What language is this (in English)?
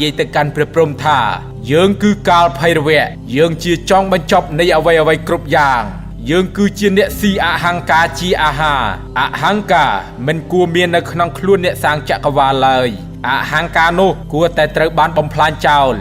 Khmer